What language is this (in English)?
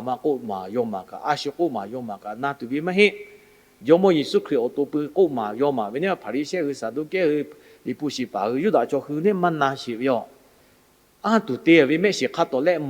Lahu